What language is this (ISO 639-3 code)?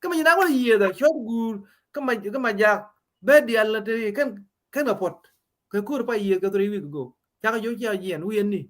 nus